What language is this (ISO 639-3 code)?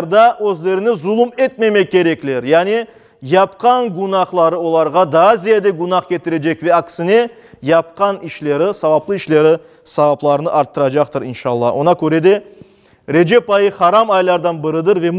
crh